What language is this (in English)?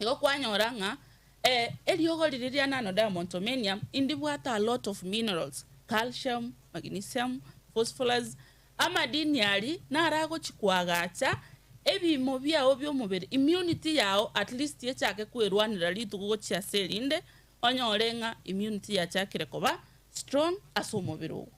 Gusii